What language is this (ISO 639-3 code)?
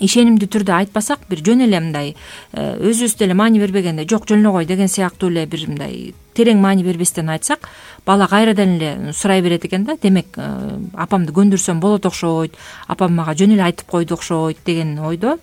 kir